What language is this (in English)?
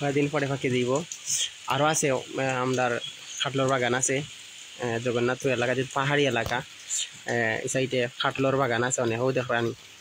Sylheti